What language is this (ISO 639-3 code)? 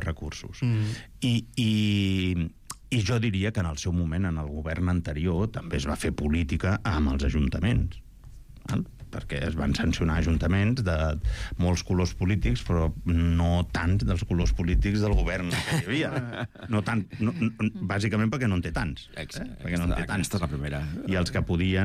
cat